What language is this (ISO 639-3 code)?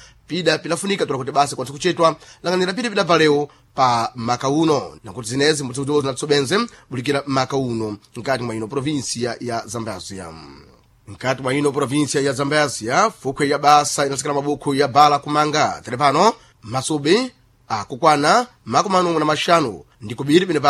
seh